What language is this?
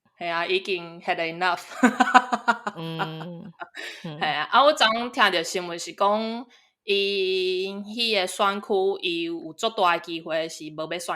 Min Nan Chinese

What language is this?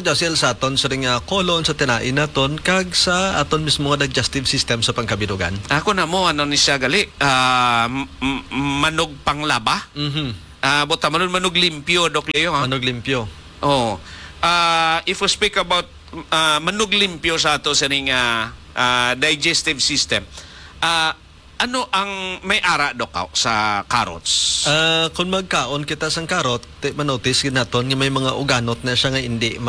Hiligaynon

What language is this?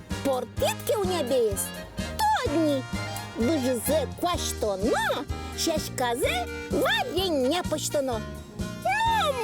Udmurt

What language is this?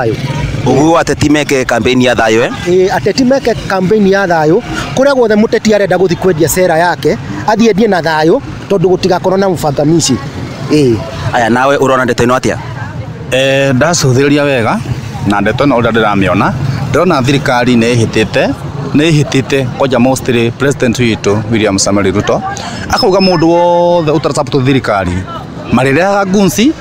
Kikuyu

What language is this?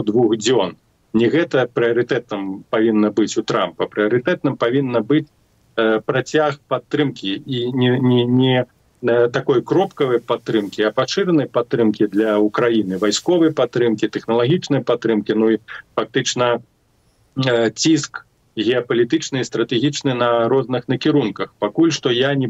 Belarusian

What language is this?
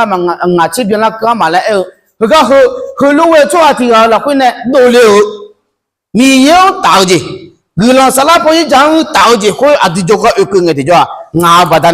Akha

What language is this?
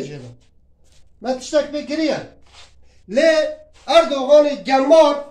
Kurdish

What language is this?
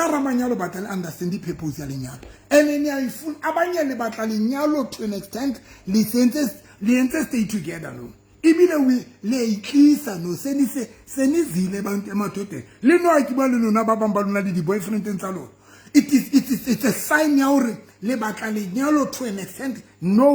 Southern Sotho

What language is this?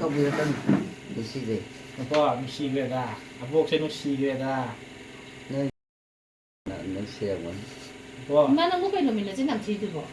Manipuri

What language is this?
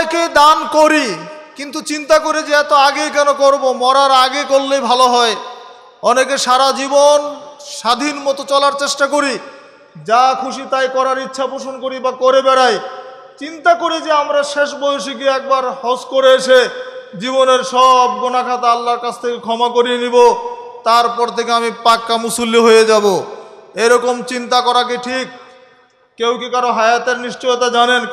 Bangla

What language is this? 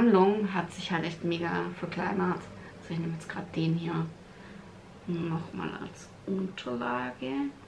German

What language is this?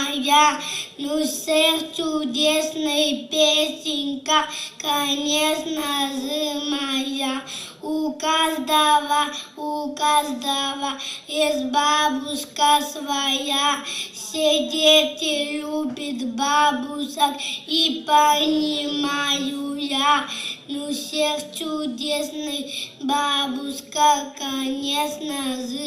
Yakut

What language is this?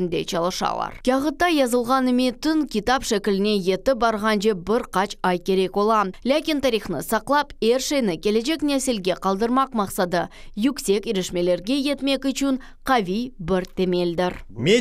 Crimean Tatar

